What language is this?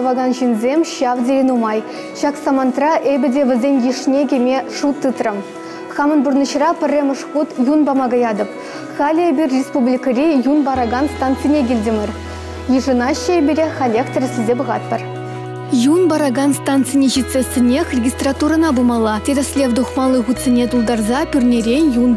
Chuvash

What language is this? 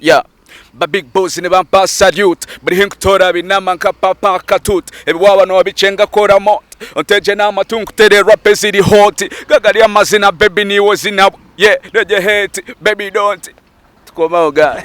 Nyankole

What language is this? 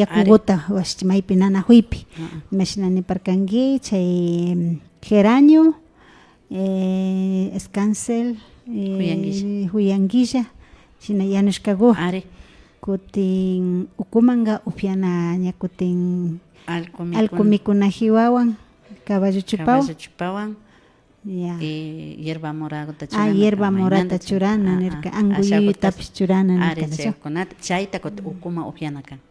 Imbabura Highland Quichua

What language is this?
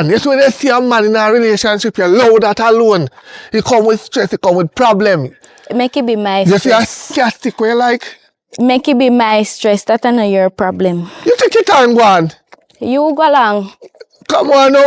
Jamaican Creole English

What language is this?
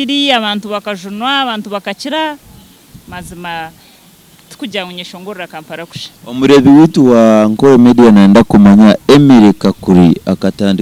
Nyankole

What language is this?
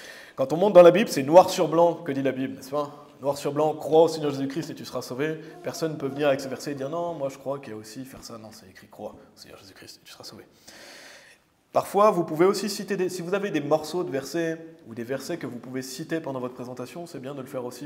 French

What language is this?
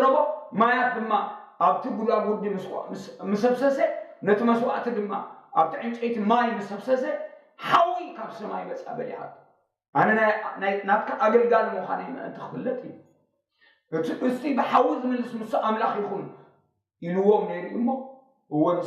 Tigrinya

